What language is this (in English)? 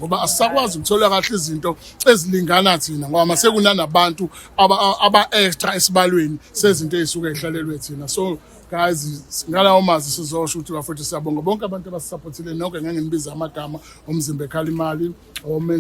Zulu